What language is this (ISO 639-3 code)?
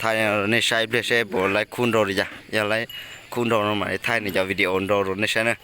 hmn